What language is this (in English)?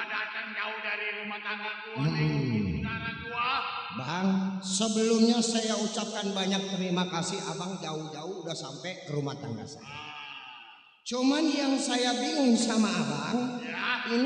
Betawi